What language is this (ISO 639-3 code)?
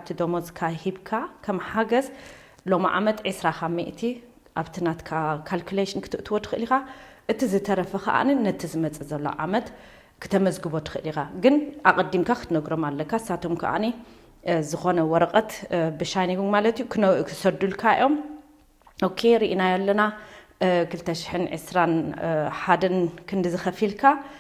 tir